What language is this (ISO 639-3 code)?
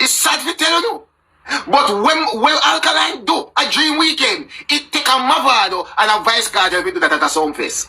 jam